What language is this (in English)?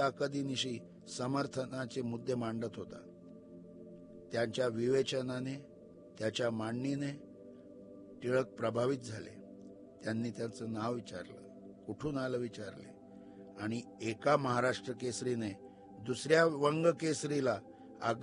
Marathi